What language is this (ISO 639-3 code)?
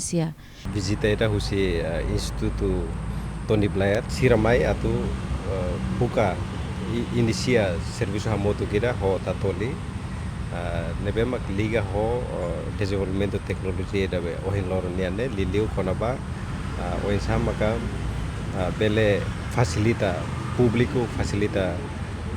tet